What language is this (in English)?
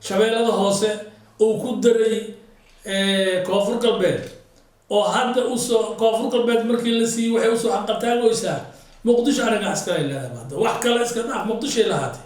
Somali